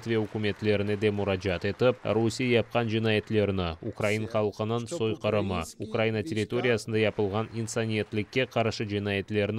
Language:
Crimean Tatar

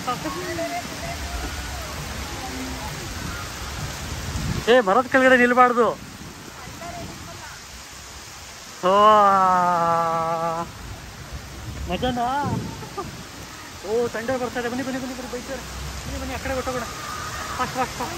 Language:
Kannada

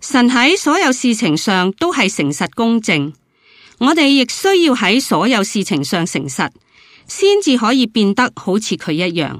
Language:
Cantonese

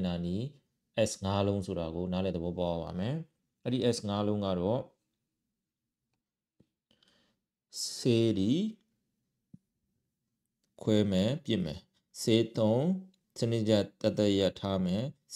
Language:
Burmese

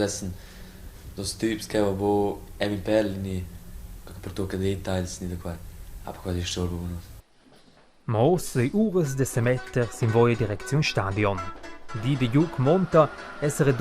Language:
Romansh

